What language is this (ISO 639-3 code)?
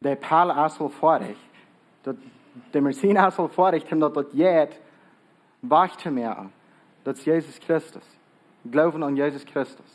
pdt